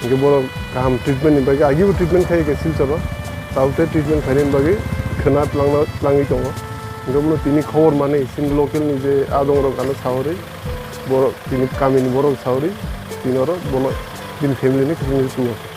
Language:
Kok Borok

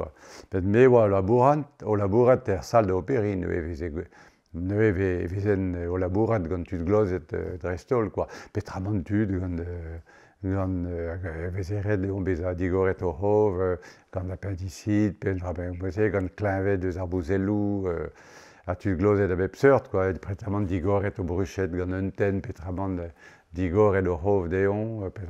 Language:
Breton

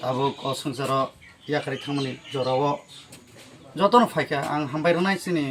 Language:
Kok Borok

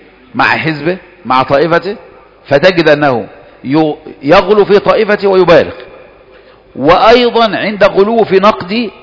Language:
Arabic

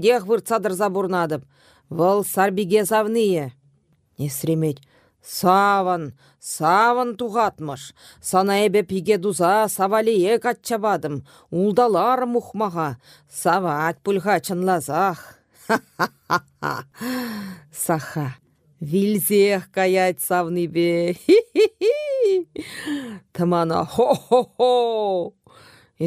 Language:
Chuvash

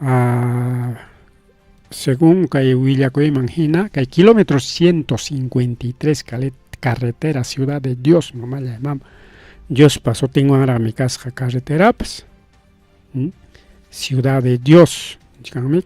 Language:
Ayacucho Quechua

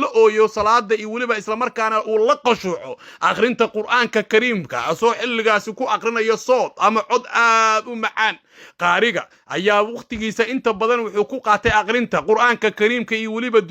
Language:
Somali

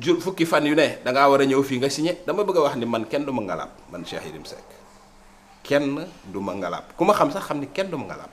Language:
Wolof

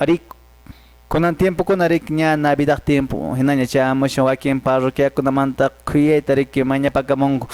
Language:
Quechua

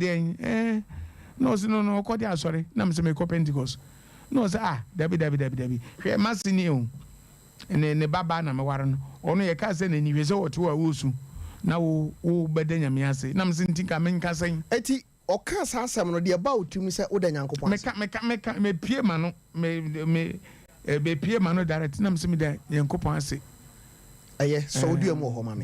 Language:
Akan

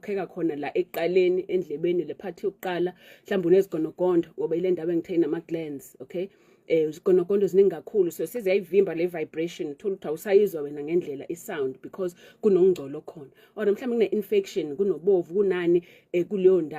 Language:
Zulu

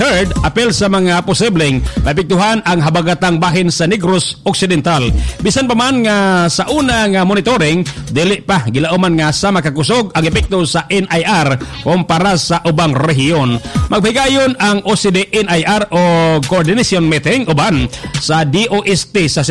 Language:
Cebuano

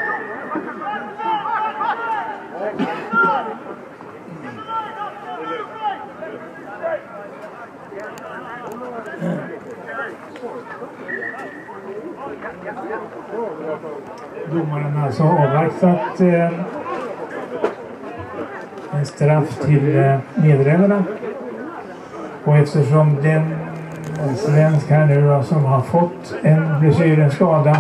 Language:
Swedish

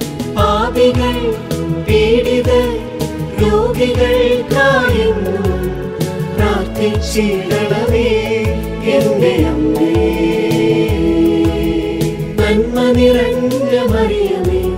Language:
Malayalam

